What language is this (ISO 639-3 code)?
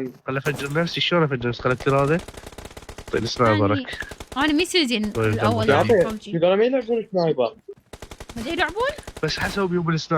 acm